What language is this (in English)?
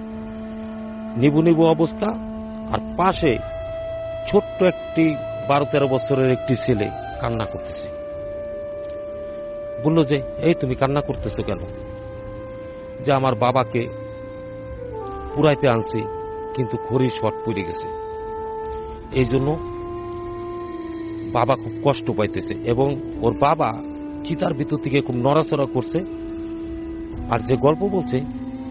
Bangla